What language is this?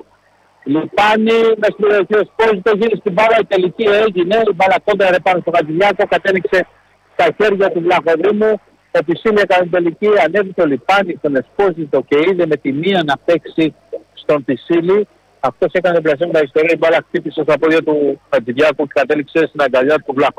Greek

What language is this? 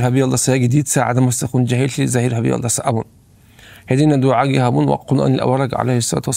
Avaric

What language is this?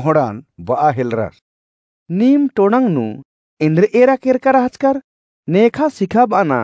Kurukh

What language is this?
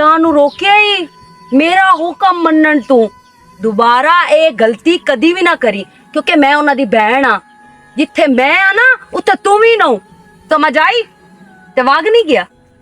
Western Panjabi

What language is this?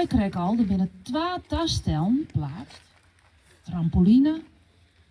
Western Frisian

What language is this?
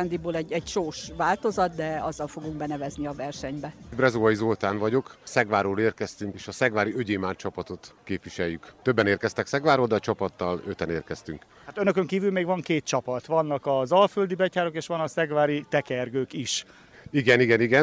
Hungarian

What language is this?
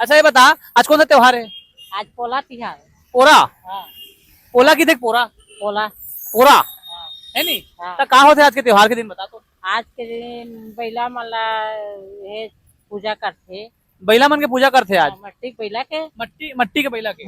Chhattisgarhi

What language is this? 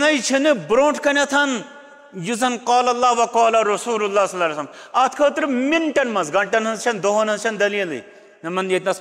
Kashmiri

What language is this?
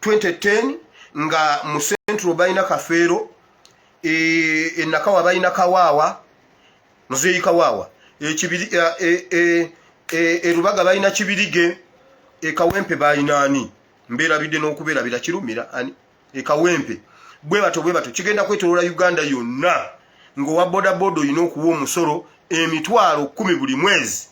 Ganda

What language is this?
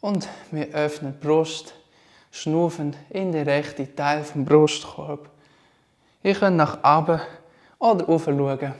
Swiss German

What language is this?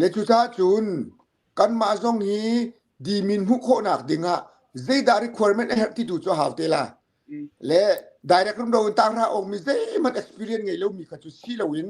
Hakha Chin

